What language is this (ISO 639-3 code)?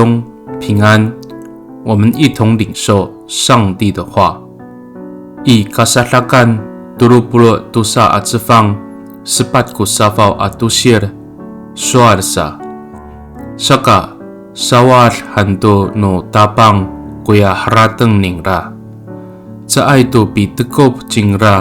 ami